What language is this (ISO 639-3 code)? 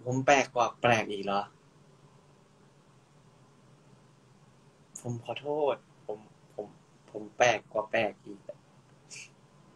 tha